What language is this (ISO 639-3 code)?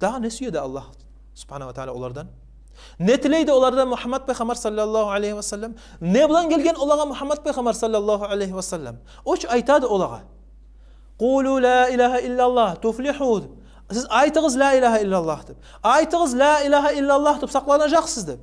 kum